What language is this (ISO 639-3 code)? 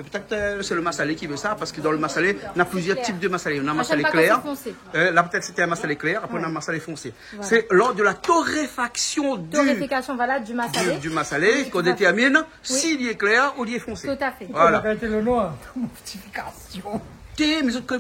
rcf